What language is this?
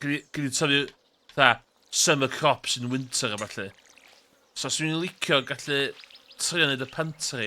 Welsh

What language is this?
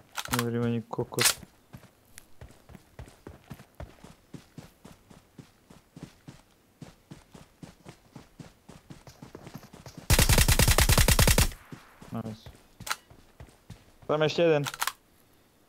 Slovak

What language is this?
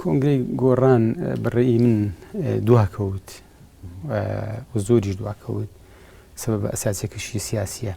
Central Kurdish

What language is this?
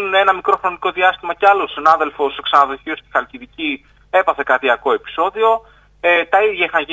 Greek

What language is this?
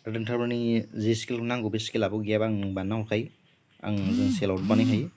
Bodo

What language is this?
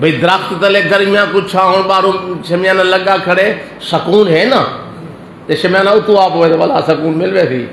Saraiki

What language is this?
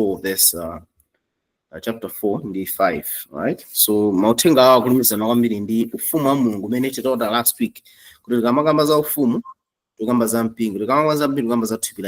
Nyanja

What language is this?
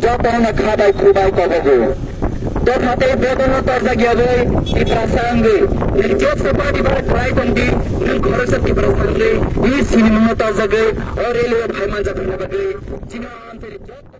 Kok Borok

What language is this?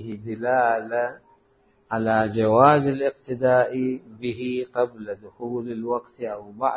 Mesopotamian Arabic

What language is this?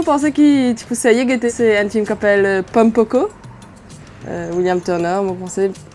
Morisyen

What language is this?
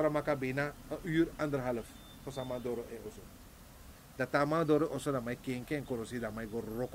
Sranan Tongo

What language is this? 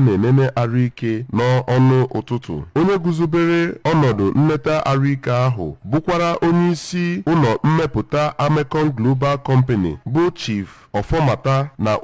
Igbo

